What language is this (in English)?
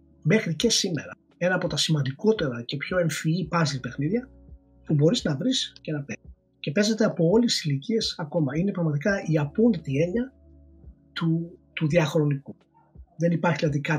Greek